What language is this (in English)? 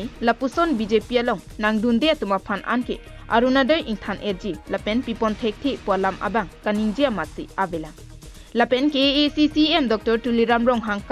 Karbi